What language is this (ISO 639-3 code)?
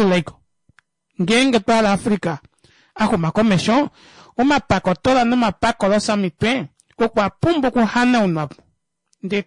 kua